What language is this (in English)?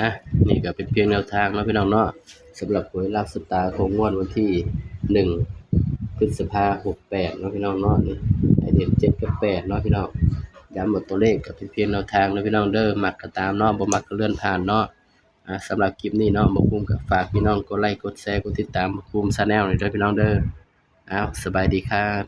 Northeastern Thai